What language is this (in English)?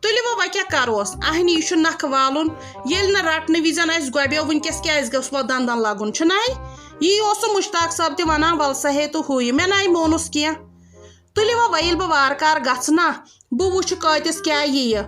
Kashmiri